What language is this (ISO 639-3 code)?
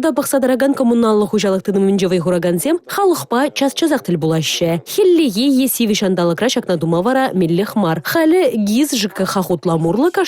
chv